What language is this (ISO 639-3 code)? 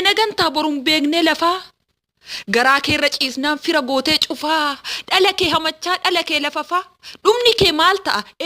orm